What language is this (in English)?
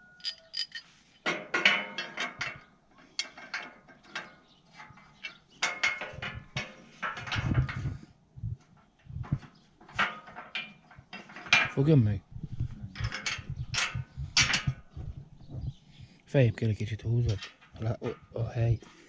Hungarian